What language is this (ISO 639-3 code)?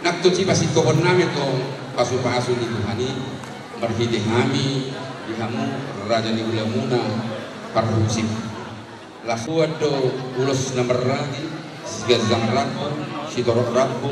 bbc